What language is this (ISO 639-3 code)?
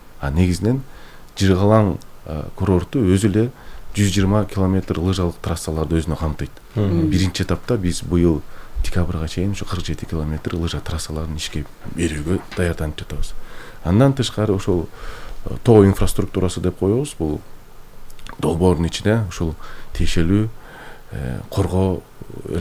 kir